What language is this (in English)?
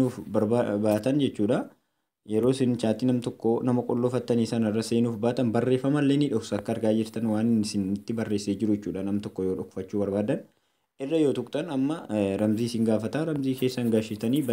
Oromo